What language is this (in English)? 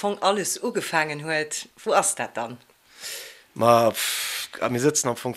Luxembourgish